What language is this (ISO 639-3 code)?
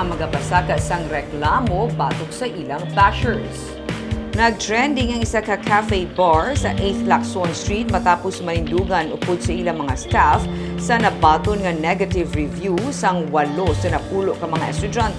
hil